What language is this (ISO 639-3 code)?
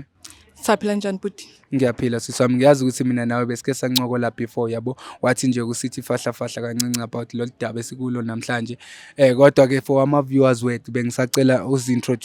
zul